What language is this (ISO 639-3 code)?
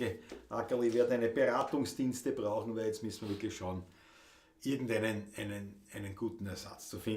bar